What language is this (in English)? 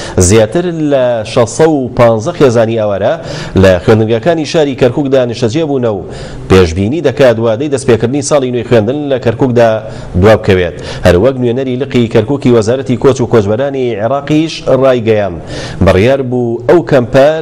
Central Kurdish